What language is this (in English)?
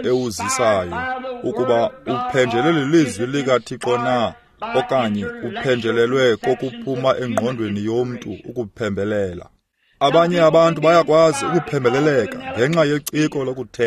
Xhosa